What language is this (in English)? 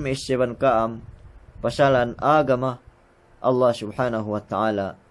Yakan